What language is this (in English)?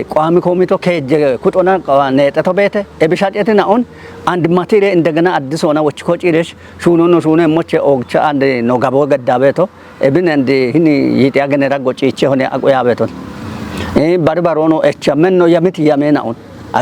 Kafa